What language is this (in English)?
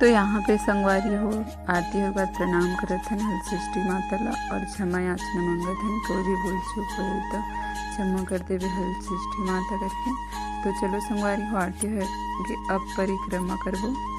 Chhattisgarhi